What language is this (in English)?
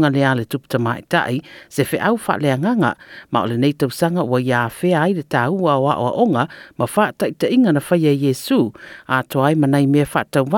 Samoan